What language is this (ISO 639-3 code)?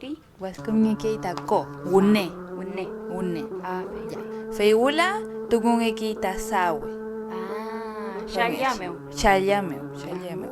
arn